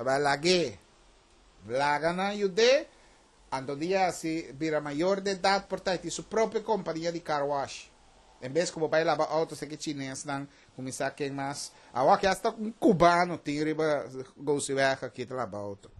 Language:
Papiamento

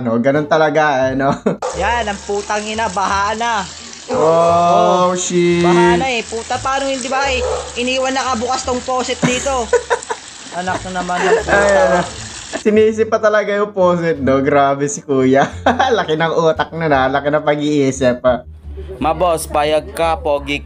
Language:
Filipino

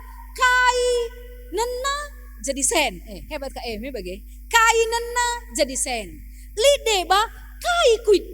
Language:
Batak Karo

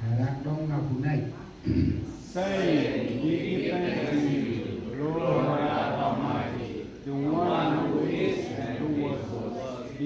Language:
Central Mnong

